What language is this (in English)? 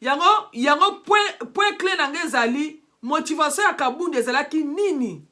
Lingala